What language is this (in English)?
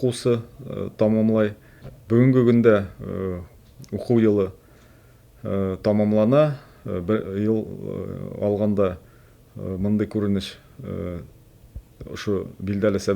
Bashkir